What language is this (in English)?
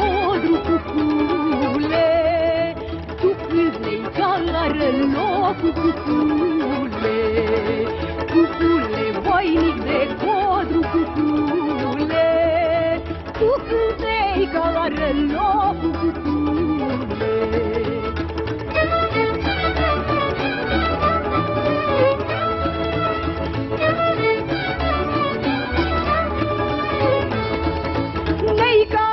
Romanian